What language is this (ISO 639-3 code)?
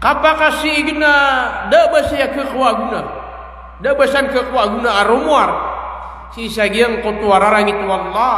mrw